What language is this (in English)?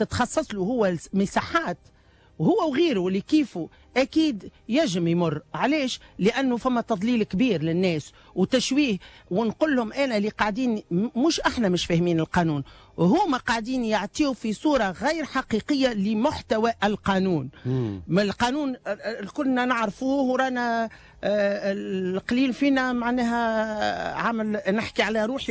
Tunisian Arabic